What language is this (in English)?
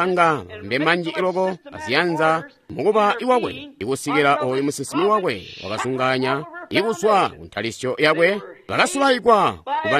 Tonga (Zambia)